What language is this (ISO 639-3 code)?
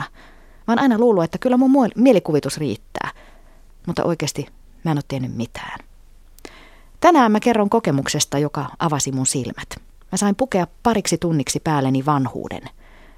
fin